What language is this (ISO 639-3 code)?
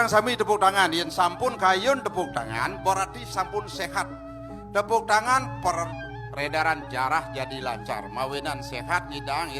ban